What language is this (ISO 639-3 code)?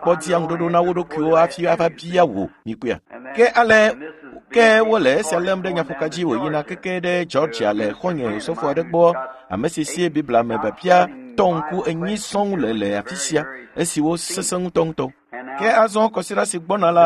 ewe